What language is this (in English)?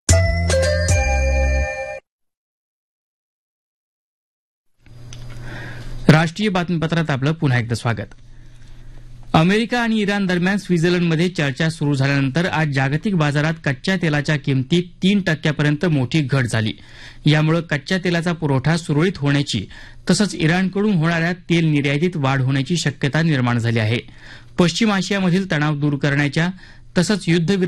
Marathi